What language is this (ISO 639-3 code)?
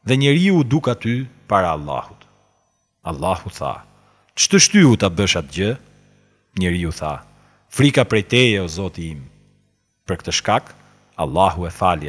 sqi